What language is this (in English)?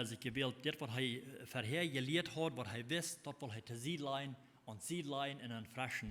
Plautdietsch